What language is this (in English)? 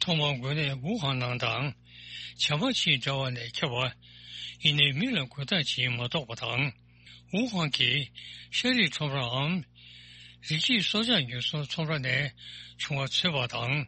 Tibetan